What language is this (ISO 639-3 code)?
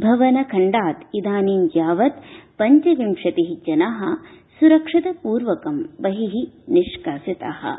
san